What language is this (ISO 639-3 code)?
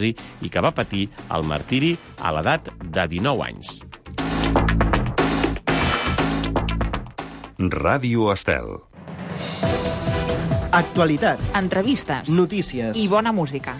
cat